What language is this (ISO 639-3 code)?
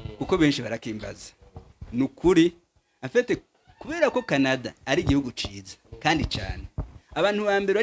run